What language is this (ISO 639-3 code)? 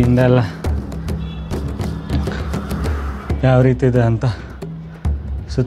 kan